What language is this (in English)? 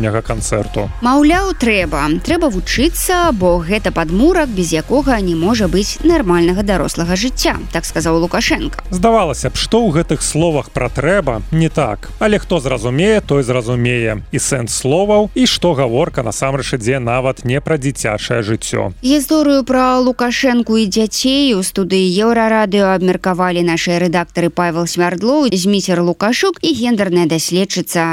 Belarusian